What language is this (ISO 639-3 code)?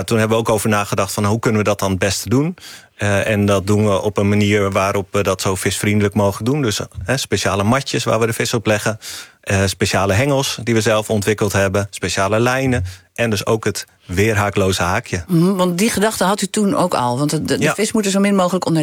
nld